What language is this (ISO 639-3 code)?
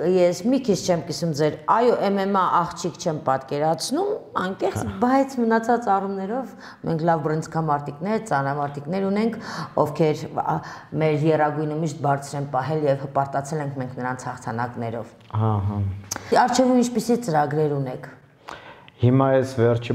hye